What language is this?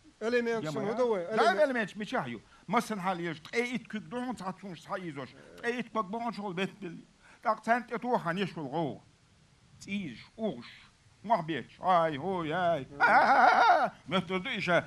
Chechen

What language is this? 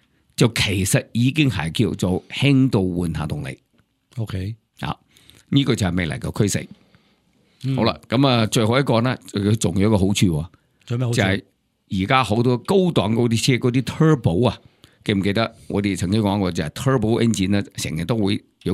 Cantonese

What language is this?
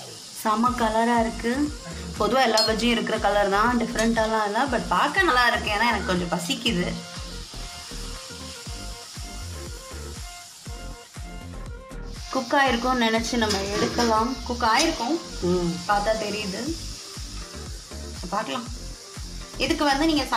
Tamil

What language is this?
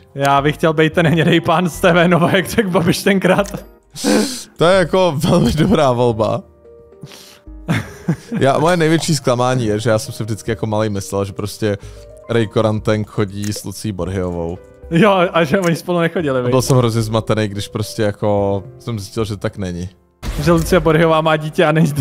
Czech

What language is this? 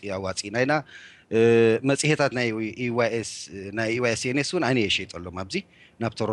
Tigrinya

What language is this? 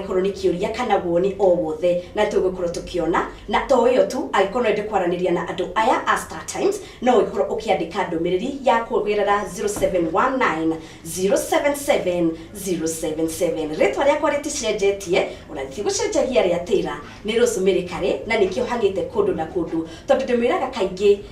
Kikuyu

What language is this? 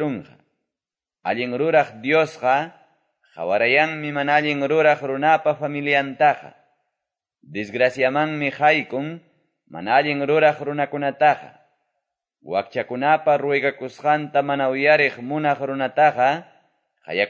Quechua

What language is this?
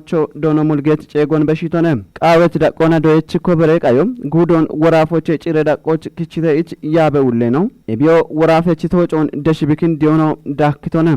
Kafa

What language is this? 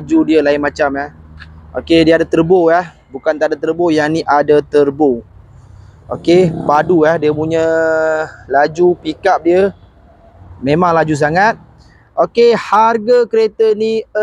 Malay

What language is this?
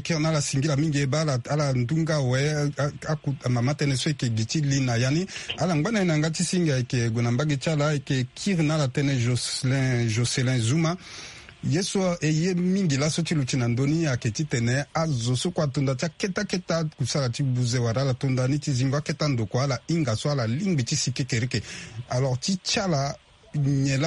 Sango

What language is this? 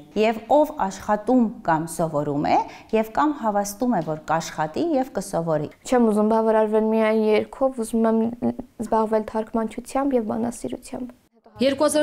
Armenian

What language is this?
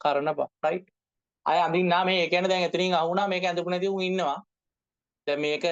Sinhala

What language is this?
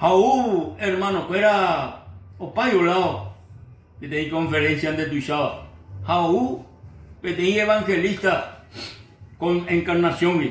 Guarani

